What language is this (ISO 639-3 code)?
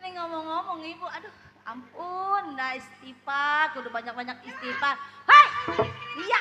bew